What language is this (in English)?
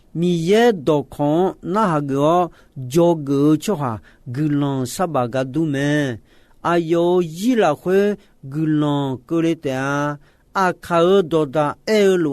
Akha